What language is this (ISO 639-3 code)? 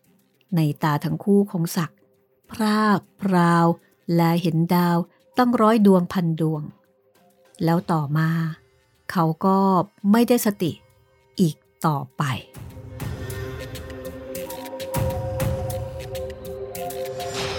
tha